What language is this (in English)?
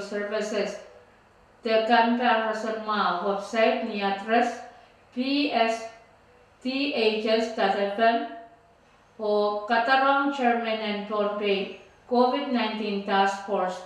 Pohnpeian